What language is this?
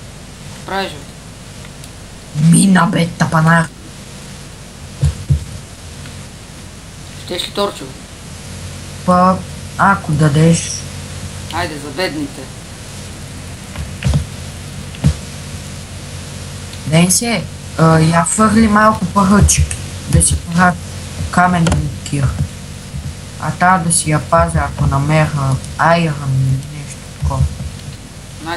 Bulgarian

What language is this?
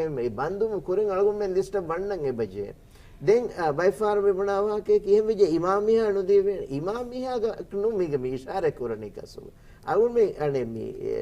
Divehi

